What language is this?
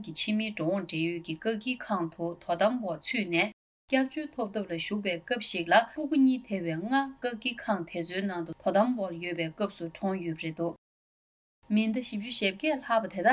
Tibetan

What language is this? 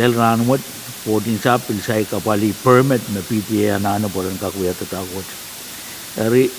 Pohnpeian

